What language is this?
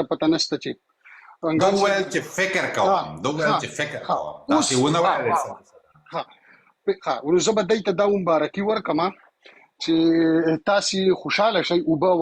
Pashto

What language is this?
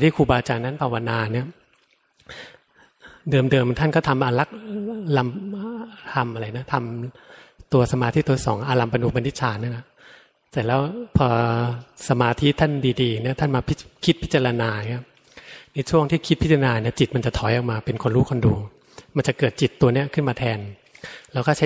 Thai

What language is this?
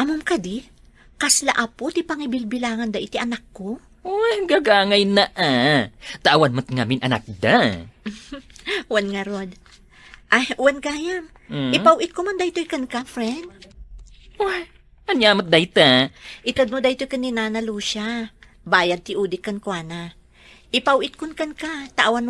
Iloko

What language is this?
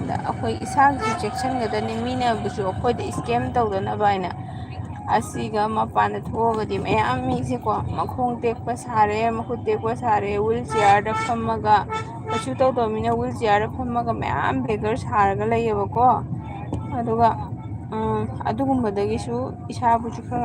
Manipuri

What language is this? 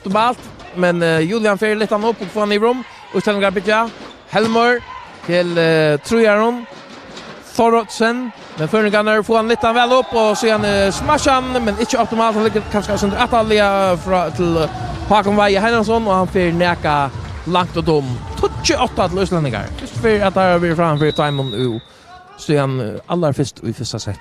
Faroese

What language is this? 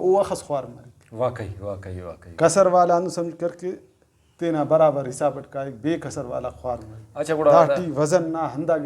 Brahui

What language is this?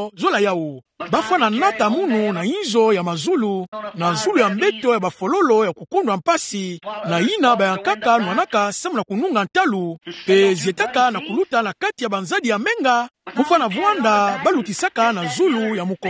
Kituba (Democratic Republic of Congo)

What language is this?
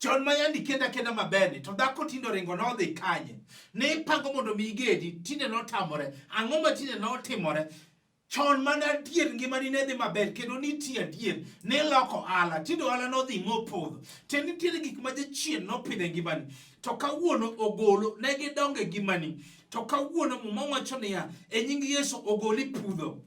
Luo (Kenya and Tanzania)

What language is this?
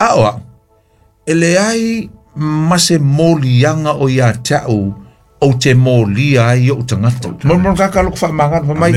Samoan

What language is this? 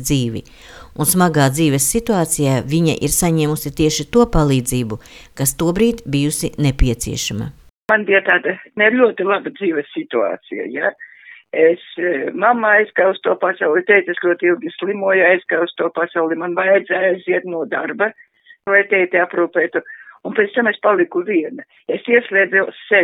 Latvian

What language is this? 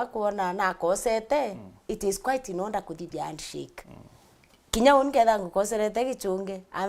Meru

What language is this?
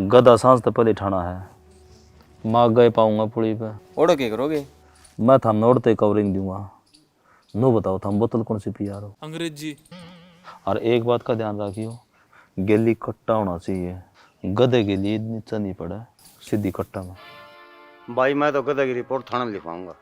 Haryanvi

